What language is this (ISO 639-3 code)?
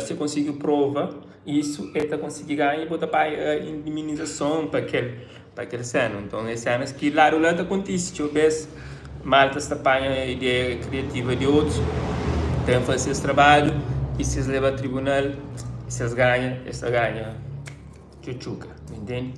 kea